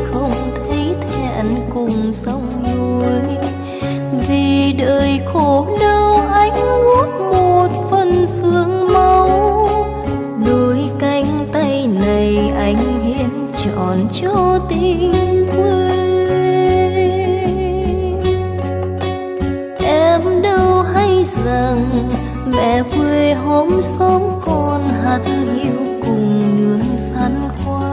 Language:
Vietnamese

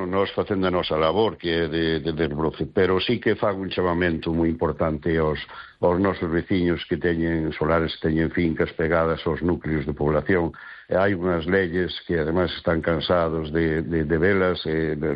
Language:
Galician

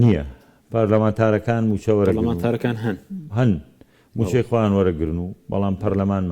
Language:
Central Kurdish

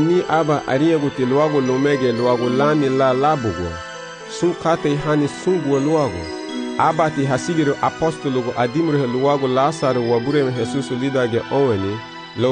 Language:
Garifuna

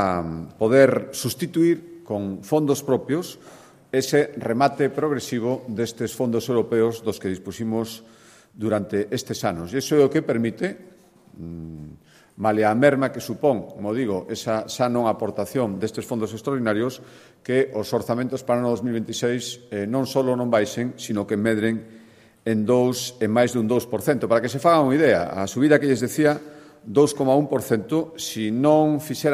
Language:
Galician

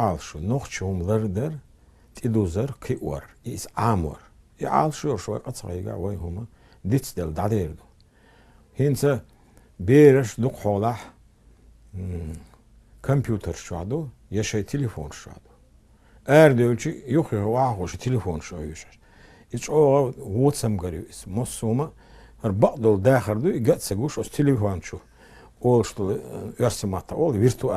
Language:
Chechen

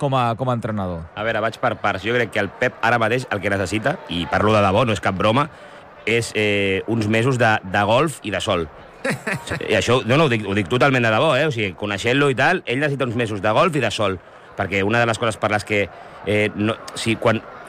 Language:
Catalan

